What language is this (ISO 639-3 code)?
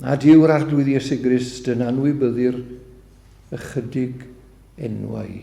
cym